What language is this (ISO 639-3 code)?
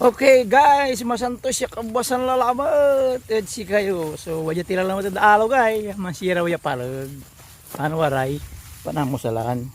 pag